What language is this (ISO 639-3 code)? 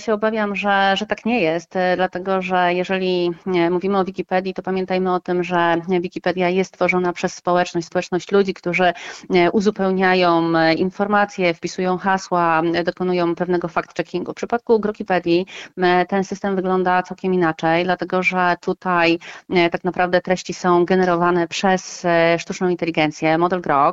pol